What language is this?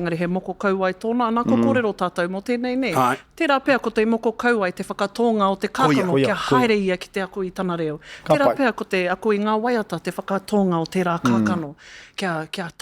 Māori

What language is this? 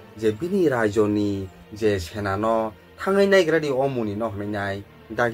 Kok Borok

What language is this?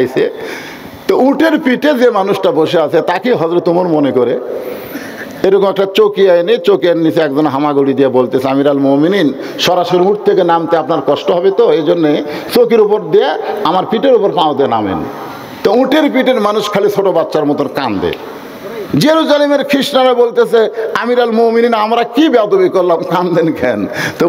Bangla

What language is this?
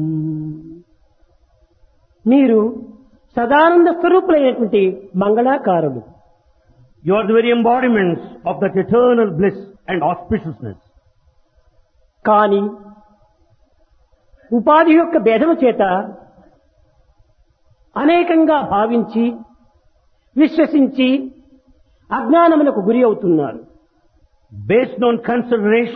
Telugu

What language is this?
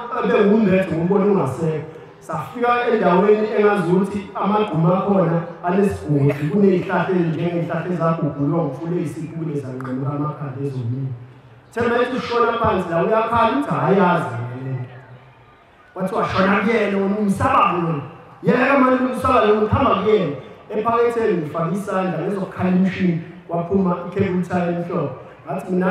Zulu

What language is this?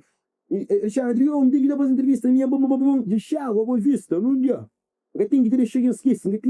Kabuverdianu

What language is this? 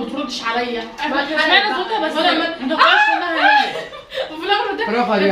Egyptian Arabic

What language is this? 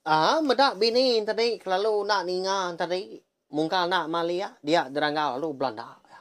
Iban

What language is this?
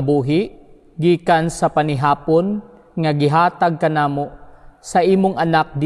Cebuano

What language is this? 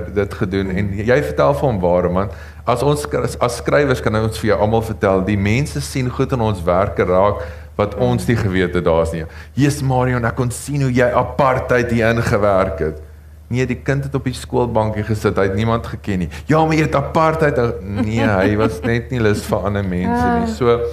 Afrikaans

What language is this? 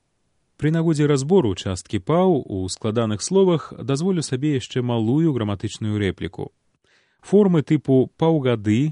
Belarusian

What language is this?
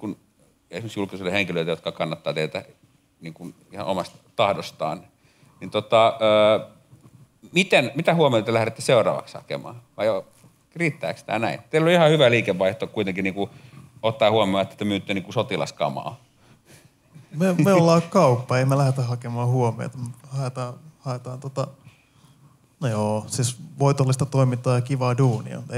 Finnish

